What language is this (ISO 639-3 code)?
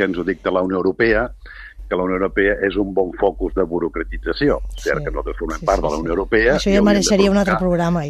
cat